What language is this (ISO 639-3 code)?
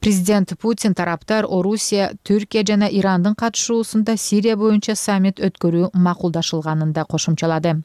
kir